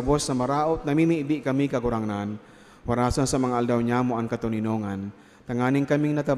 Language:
Bikol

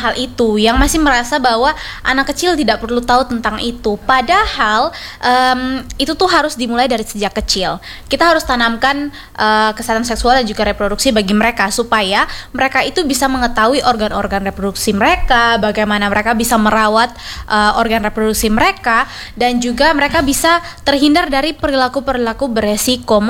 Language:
Indonesian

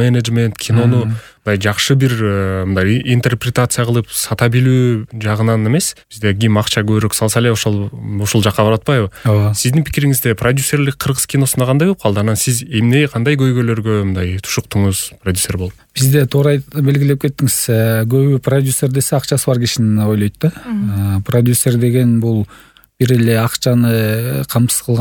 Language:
Kyrgyz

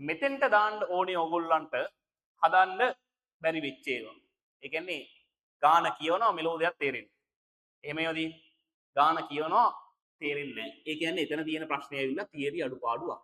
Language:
Sinhala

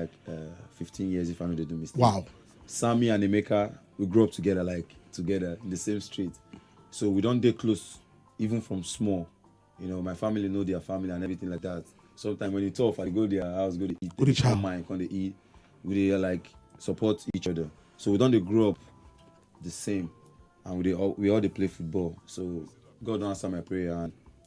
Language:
Nigerian Pidgin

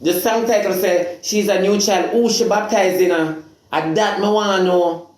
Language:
Jamaican Creole English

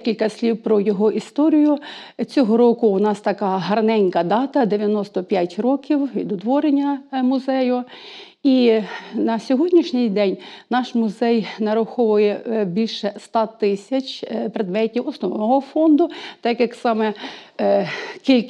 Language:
Ukrainian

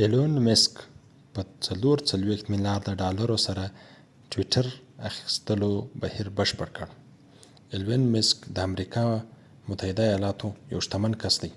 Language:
Pashto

